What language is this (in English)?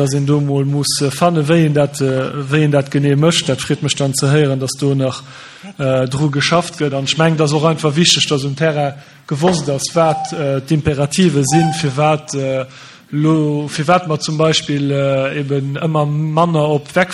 Luxembourgish